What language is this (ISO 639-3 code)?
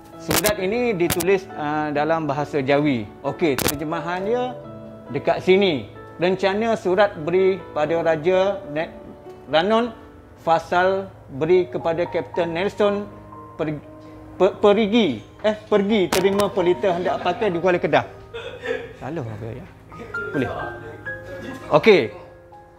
msa